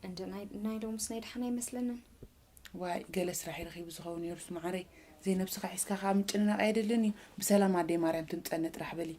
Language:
Tigrinya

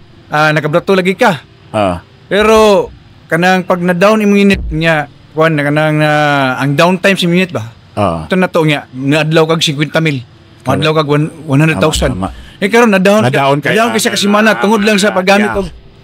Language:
Cebuano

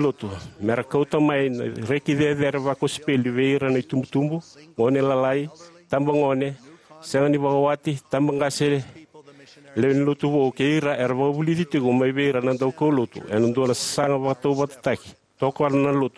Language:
Fijian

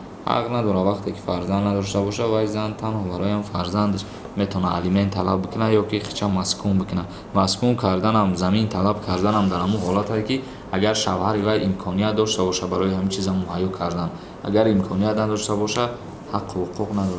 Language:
Tajik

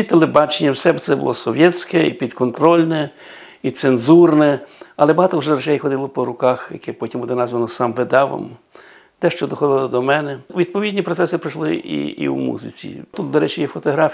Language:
Ukrainian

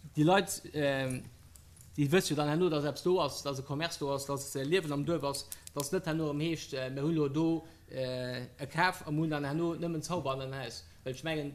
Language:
Luxembourgish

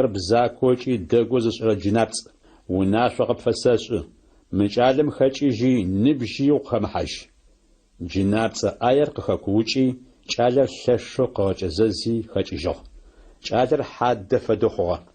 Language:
Adyghe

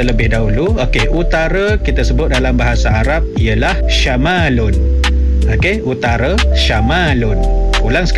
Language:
Malay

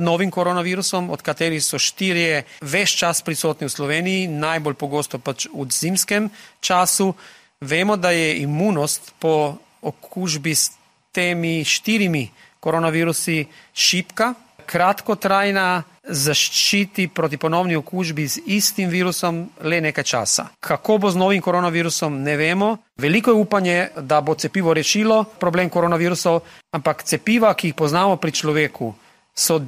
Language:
Slovenian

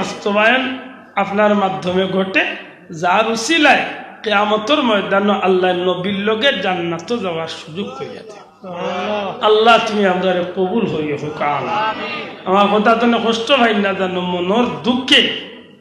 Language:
Sylheti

